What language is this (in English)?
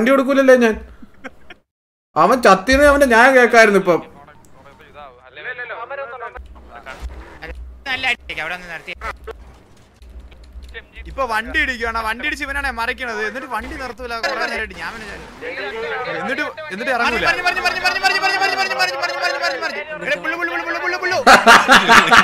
Malayalam